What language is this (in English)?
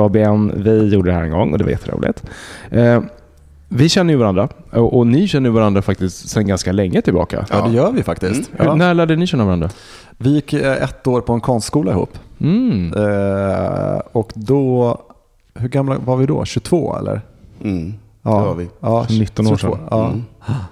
Swedish